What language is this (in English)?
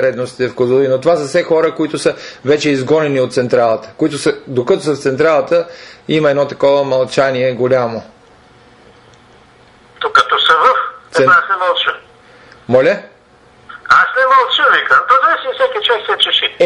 Bulgarian